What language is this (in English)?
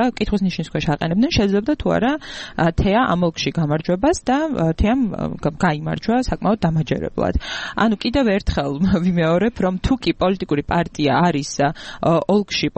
Georgian